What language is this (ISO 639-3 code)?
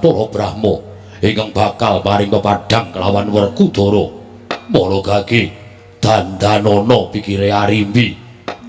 jav